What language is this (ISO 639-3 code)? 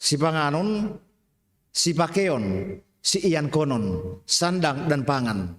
bts